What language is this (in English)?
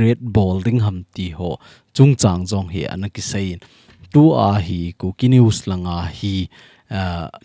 Thado Chin